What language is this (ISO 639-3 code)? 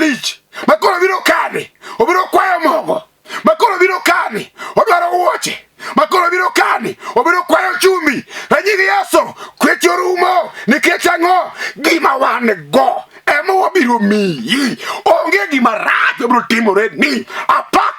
luo